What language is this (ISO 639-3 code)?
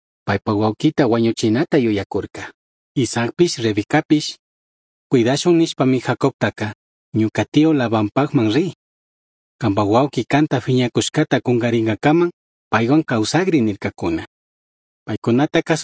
qug